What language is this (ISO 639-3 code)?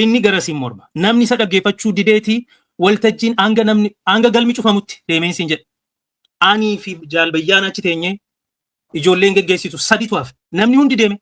orm